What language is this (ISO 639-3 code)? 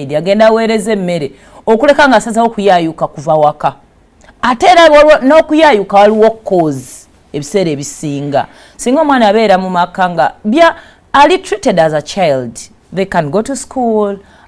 lug